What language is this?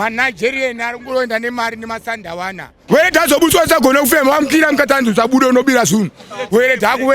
Shona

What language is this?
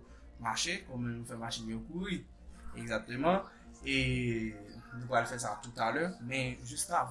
Haitian Creole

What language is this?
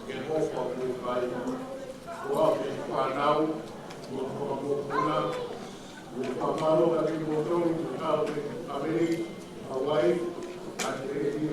Tongan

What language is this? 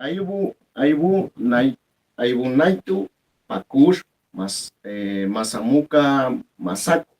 Chiquitano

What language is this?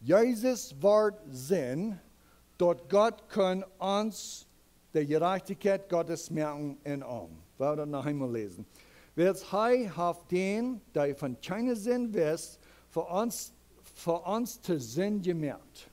Plautdietsch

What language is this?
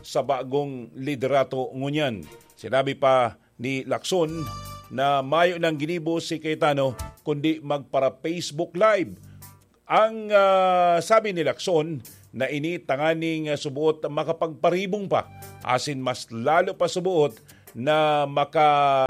Bikol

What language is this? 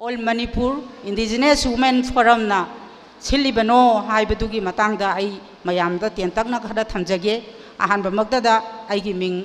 Manipuri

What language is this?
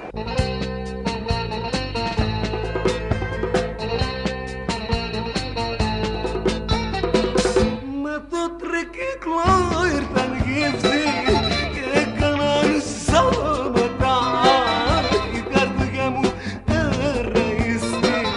Greek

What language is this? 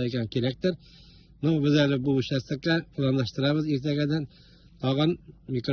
Tatar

